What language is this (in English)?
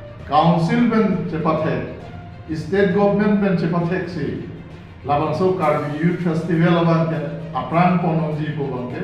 Karbi